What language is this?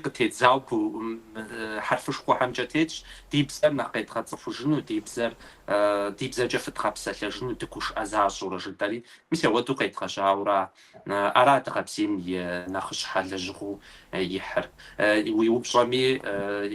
Kabardian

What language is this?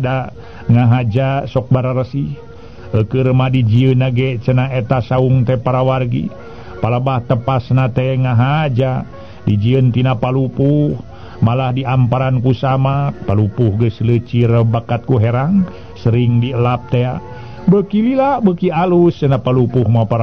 Sundanese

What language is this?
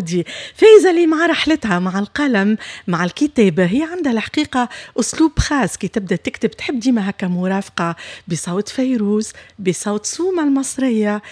Tunisian Arabic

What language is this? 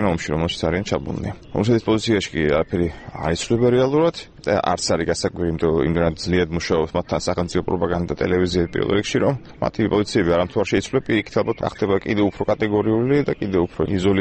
Georgian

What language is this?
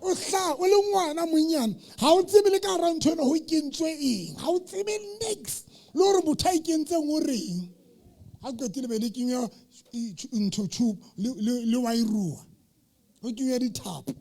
Southern Sotho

